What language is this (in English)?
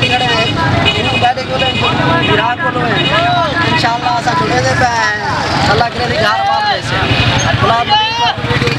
Saraiki